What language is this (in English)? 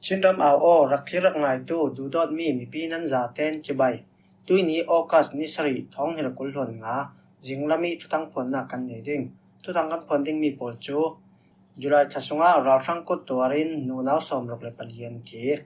Falam Chin